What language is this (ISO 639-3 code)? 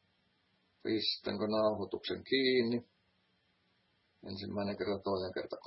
fin